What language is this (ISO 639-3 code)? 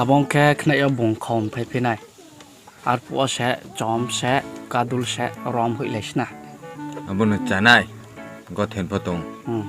ria